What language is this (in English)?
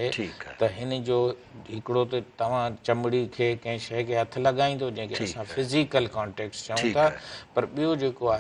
Sindhi